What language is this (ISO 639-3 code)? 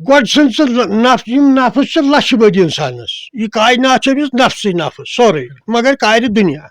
kas